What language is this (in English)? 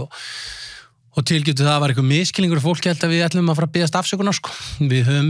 Icelandic